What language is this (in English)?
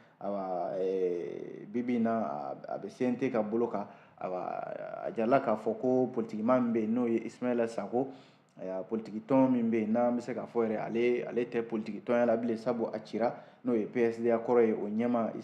Bambara